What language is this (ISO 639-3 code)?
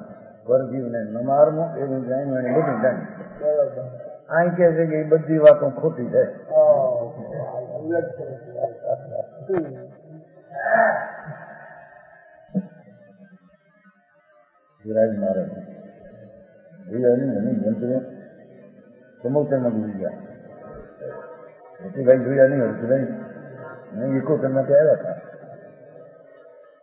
guj